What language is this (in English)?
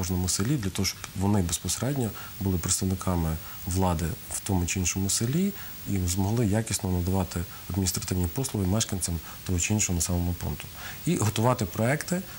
Ukrainian